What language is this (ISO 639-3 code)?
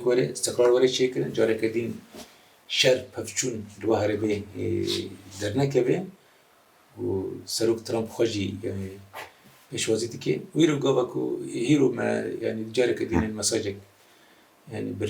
kur